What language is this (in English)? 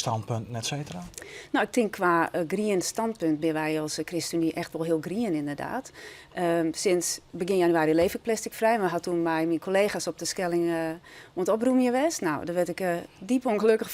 Western Frisian